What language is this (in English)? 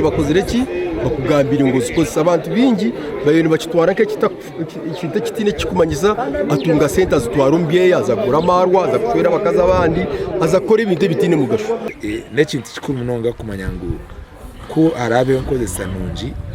Nyankole